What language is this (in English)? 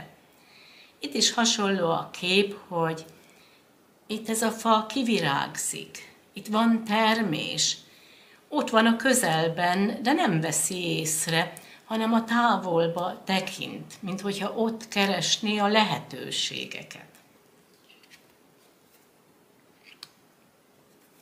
Hungarian